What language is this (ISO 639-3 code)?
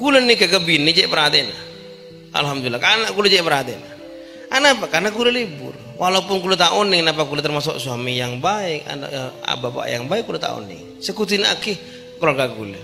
mad